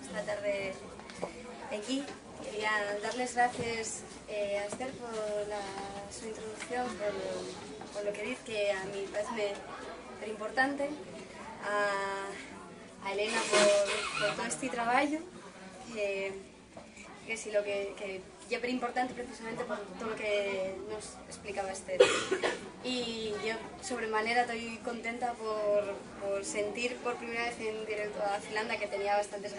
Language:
Asturian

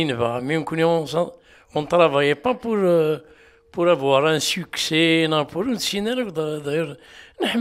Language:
Kabyle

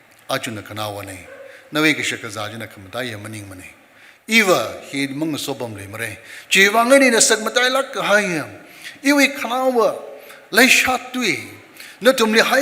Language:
Tangkhul Naga (India)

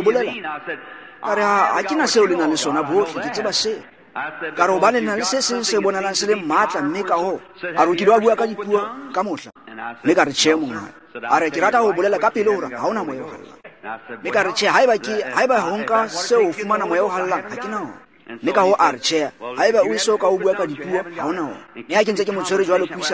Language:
Tswana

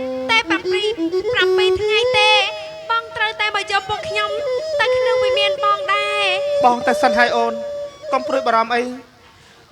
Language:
Khmer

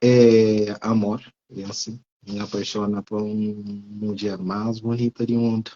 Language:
Kabuverdianu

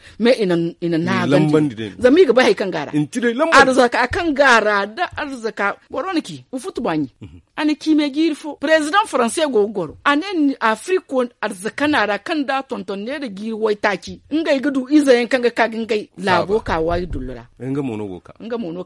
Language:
Zarma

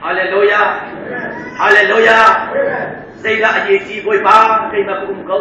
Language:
Hakha Chin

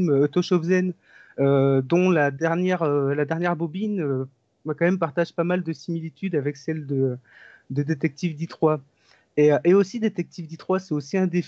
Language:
French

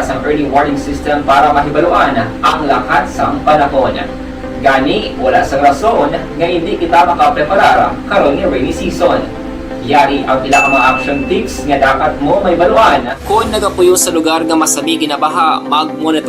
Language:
Hiligaynon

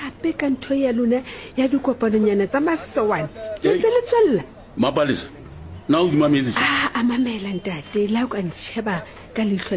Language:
Southern Sotho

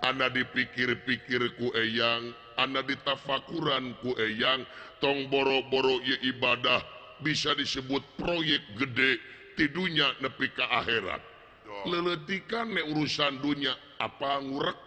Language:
Sundanese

